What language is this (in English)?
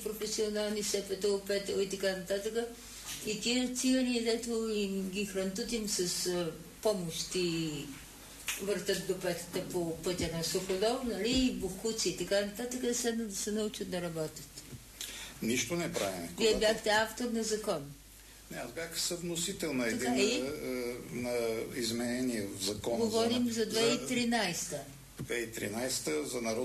Bulgarian